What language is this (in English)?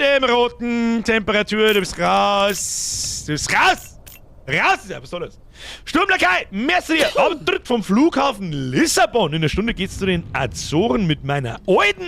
Bavarian